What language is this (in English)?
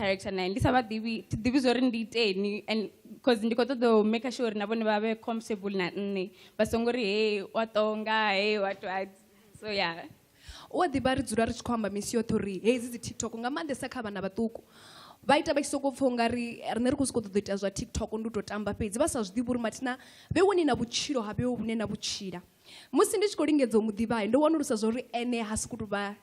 Venda